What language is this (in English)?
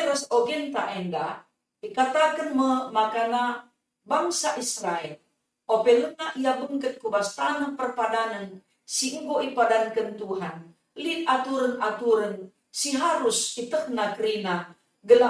Batak Karo